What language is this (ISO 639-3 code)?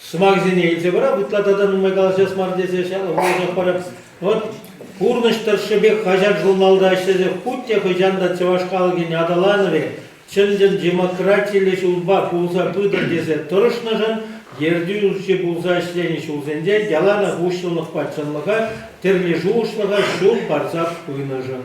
chv